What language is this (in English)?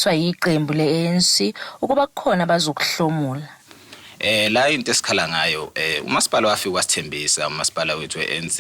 Zulu